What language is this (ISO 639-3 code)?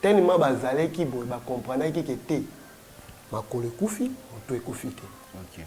lin